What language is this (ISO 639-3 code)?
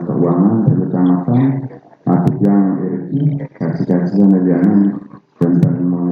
ban